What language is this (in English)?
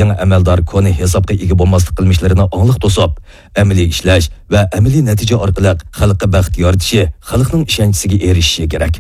Uyghur